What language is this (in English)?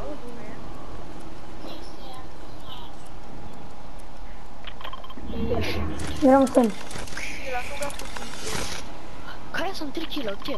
Croatian